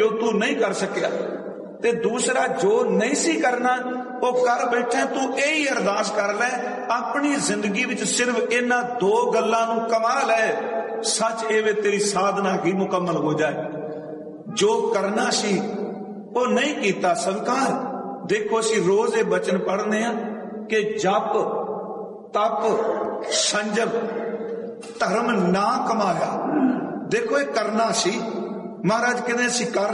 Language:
Punjabi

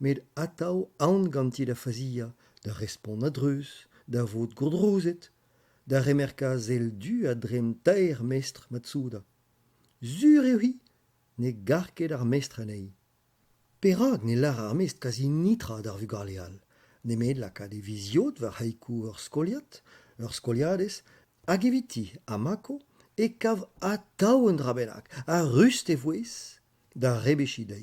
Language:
Breton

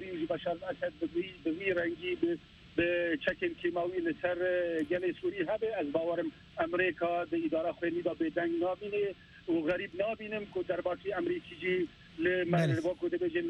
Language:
Kurdish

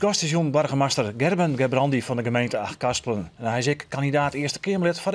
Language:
Western Frisian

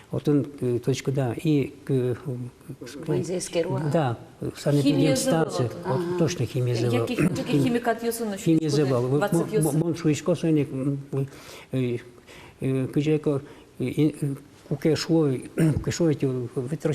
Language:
Udmurt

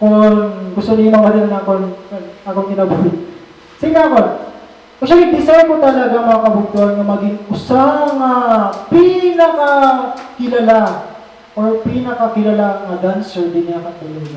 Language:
Waray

